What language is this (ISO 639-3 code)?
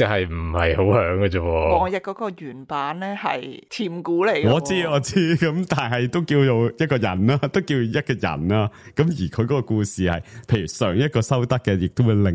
yue